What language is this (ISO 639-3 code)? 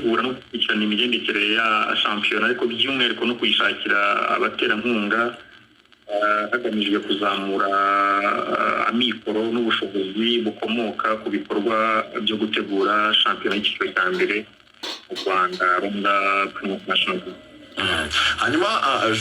kin